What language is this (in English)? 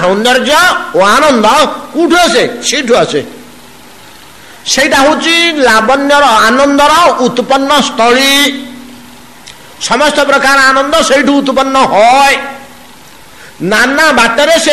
Odia